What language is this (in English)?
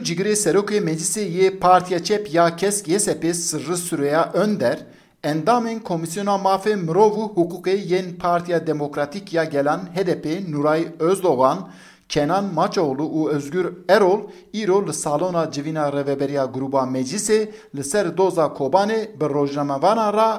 Kurdish